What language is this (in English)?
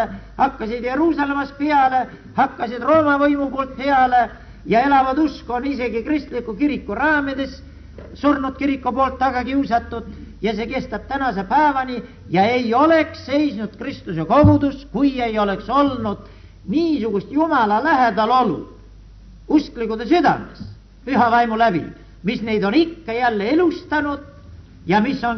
Estonian